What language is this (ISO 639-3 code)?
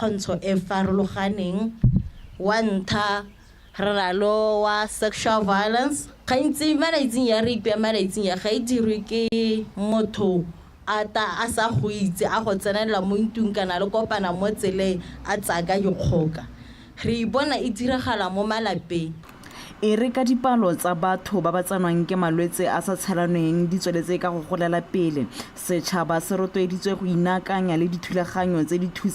tsn